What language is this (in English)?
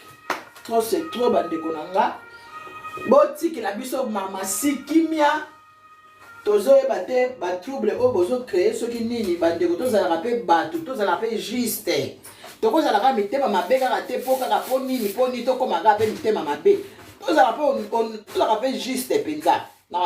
Lingala